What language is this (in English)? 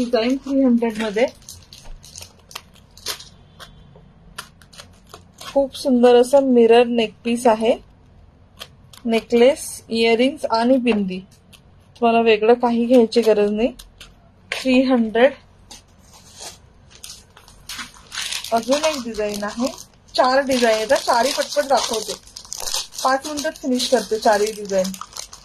Marathi